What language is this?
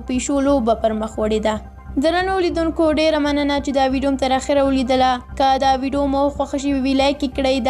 Pashto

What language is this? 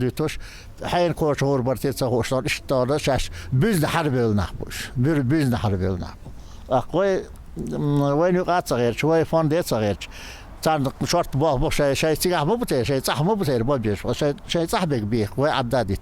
Chechen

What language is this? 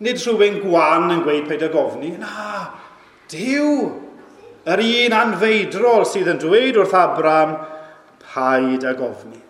Welsh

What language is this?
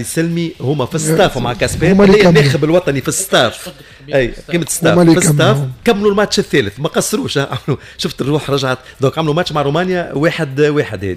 Tunisian Arabic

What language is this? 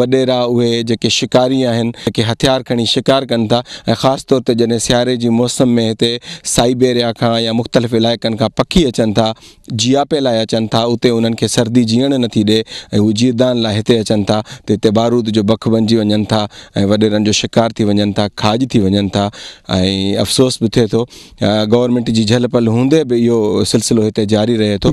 Sindhi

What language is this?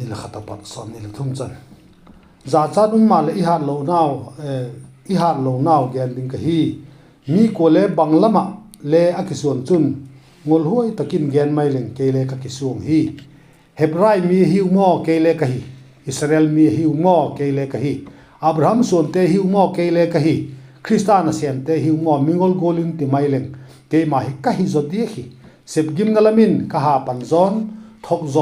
Vaiphei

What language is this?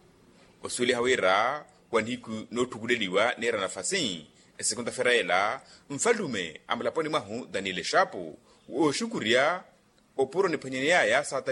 Makhuwa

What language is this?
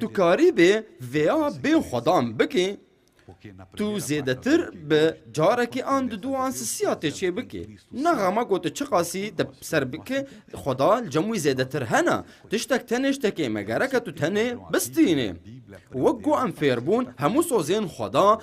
Kurdish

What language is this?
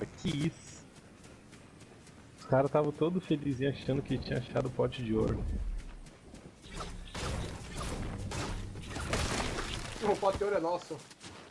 Portuguese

